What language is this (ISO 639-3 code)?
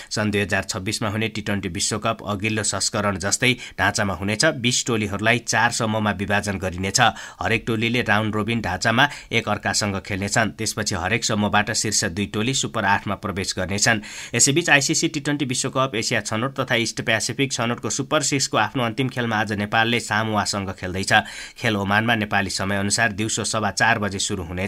nep